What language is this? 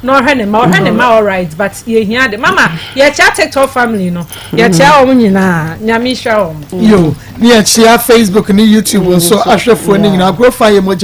Akan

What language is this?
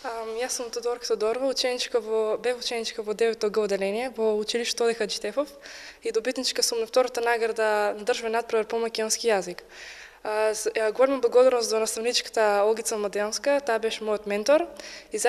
Macedonian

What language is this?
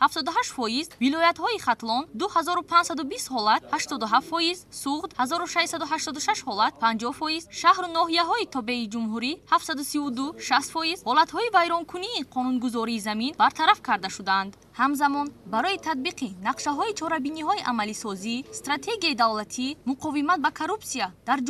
Tajik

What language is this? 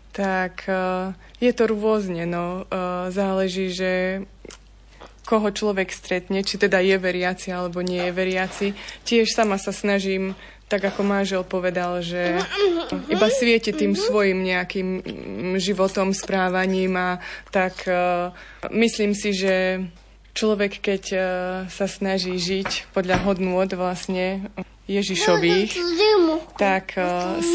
Slovak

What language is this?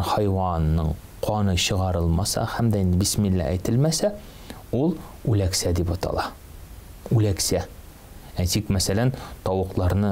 Tatar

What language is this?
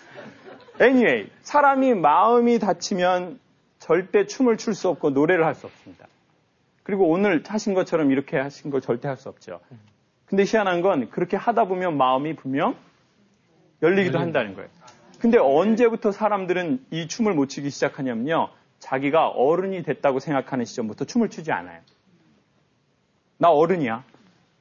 Korean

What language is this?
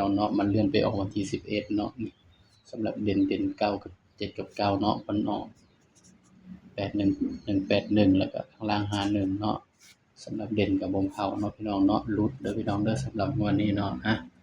Northeastern Thai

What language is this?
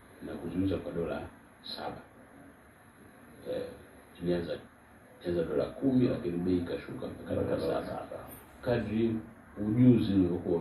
Swahili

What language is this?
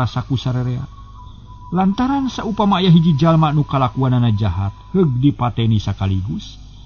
Sundanese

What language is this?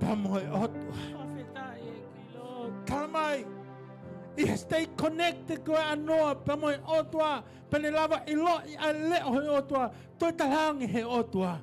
Tongan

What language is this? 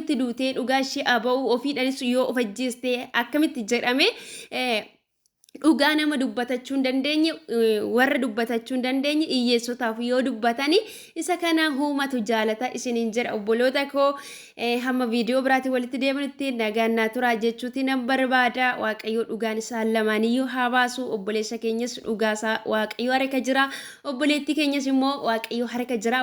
Oromo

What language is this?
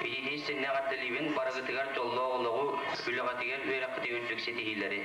Yakut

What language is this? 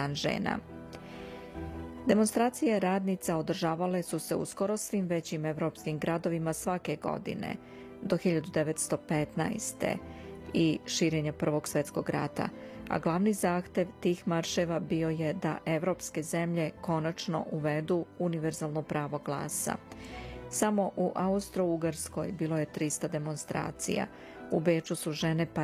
Serbian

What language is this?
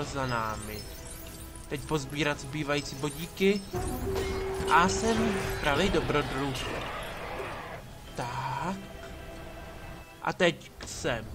Czech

